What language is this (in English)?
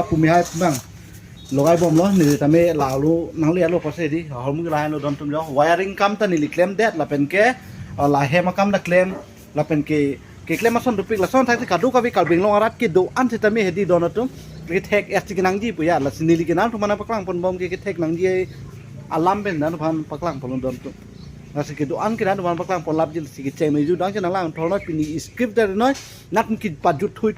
Karbi